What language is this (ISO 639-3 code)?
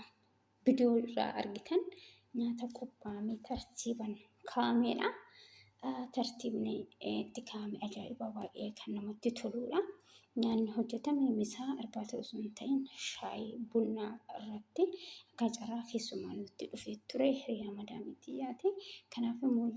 orm